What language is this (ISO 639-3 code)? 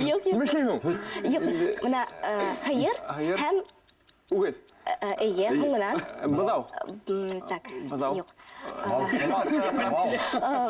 bak